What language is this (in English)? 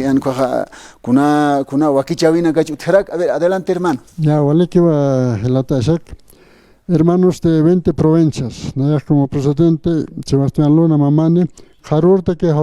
Aymara